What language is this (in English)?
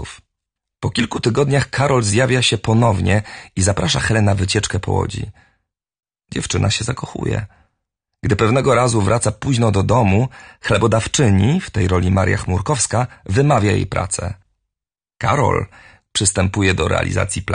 Polish